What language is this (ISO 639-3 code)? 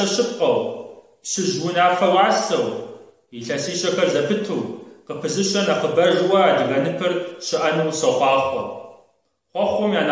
kbd